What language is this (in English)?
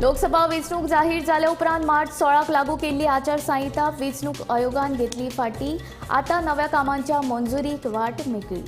Konkani